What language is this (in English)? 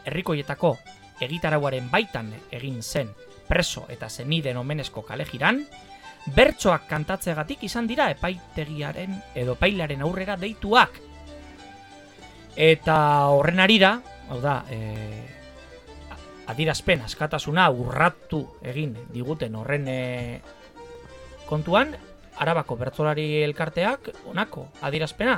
Basque